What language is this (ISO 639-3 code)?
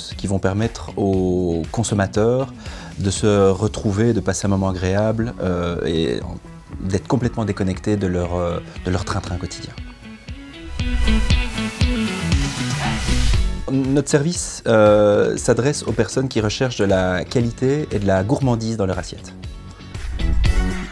fra